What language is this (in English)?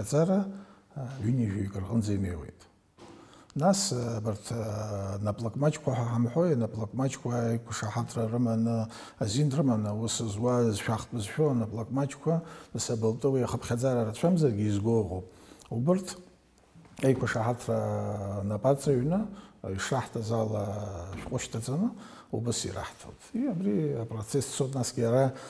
Abkhazian